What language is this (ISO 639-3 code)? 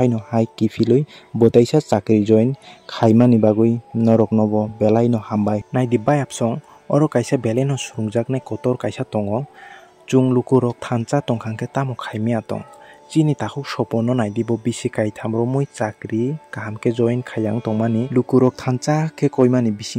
trp